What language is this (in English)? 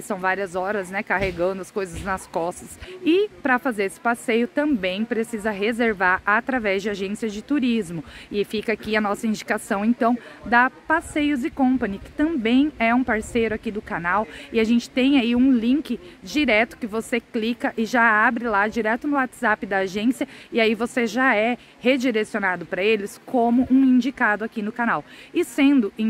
Portuguese